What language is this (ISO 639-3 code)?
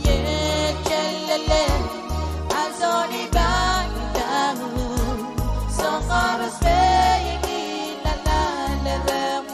pon